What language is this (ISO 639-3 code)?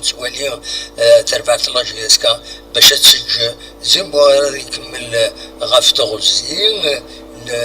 kab